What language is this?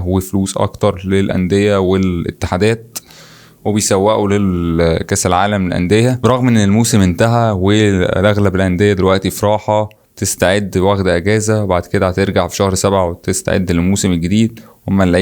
Egyptian Arabic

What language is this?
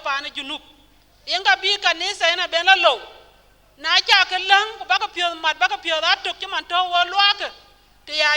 Dinka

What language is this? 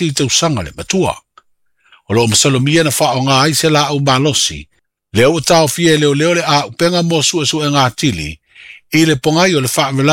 Samoan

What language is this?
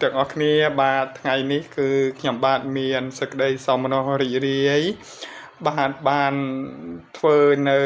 Khmer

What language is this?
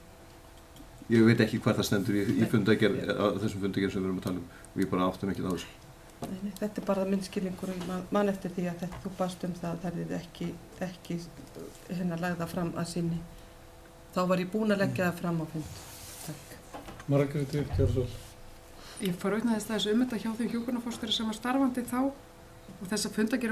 Icelandic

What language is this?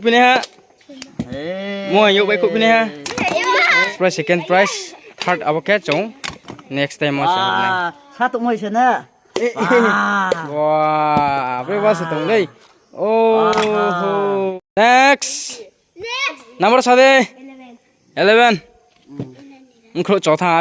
Riang (India)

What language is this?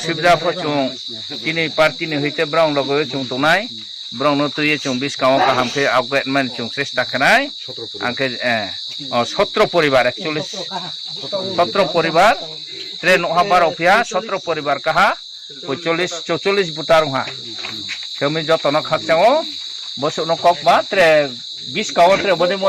Riang (India)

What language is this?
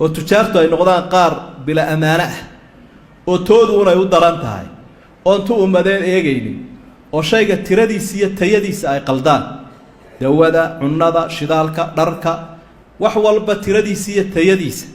Somali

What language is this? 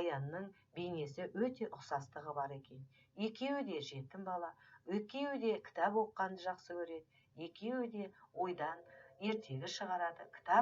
Kazakh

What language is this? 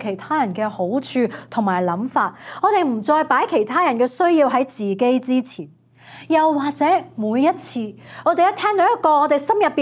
Cantonese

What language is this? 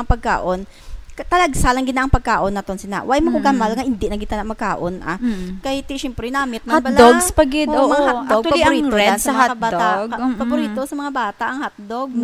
Hiligaynon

